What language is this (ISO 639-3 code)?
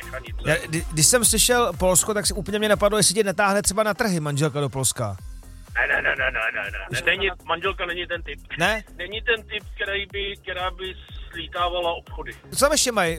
ces